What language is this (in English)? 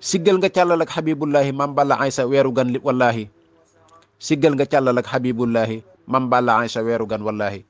Wolof